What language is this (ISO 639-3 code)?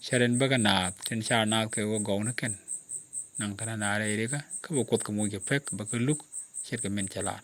nus